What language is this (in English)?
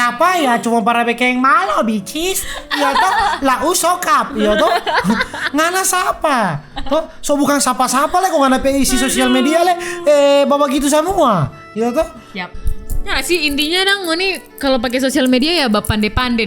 Manado Malay